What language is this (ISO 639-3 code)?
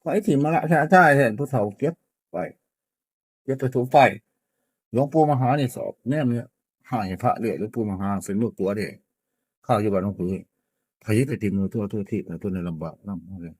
tts